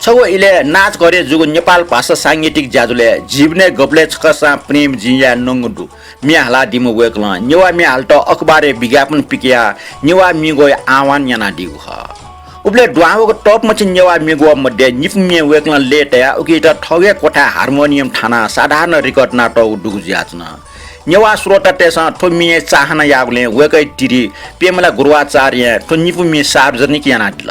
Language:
Newari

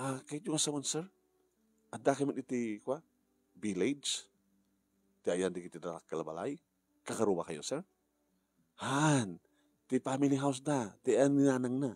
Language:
Iloko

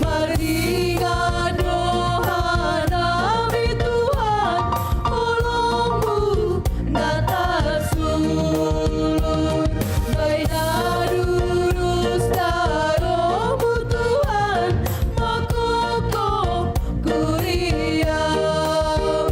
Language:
Batak Simalungun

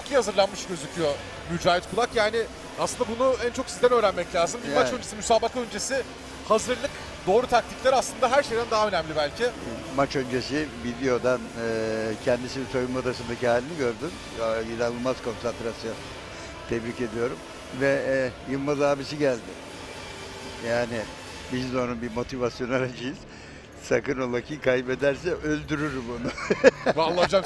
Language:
Turkish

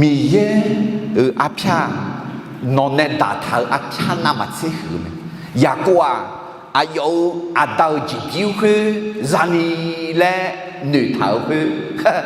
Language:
Akha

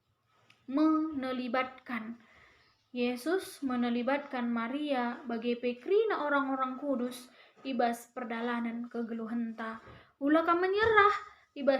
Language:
Batak Karo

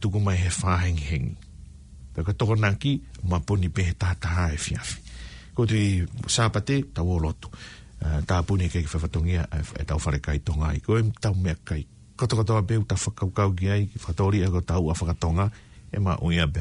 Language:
Tongan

